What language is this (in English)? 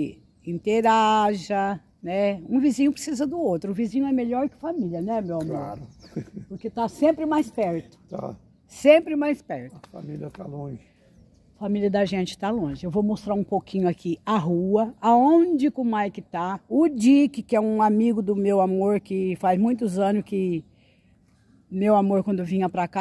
Portuguese